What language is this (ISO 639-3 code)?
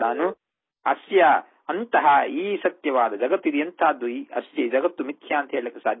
kan